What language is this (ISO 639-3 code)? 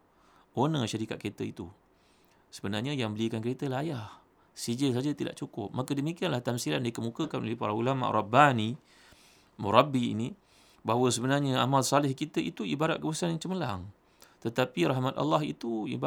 msa